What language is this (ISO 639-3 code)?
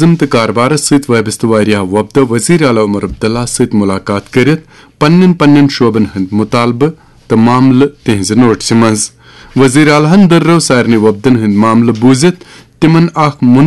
kas